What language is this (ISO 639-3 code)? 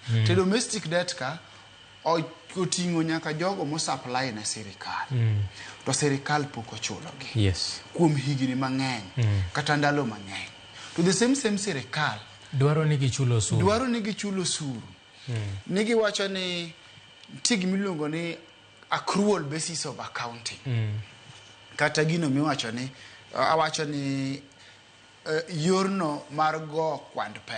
luo